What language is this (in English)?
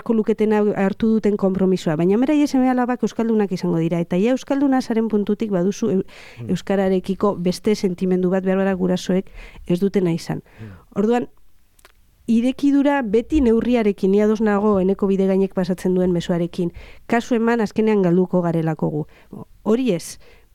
Basque